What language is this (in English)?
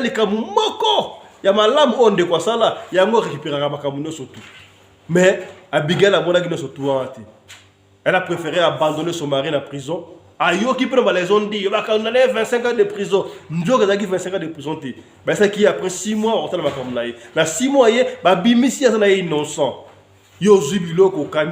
Lingala